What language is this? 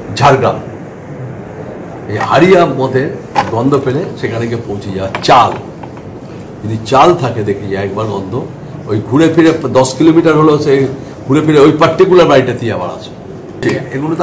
Bangla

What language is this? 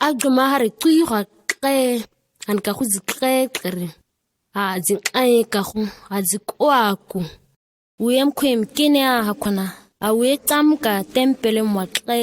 ǁGana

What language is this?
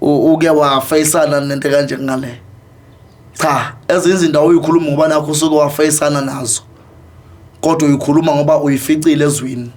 Zulu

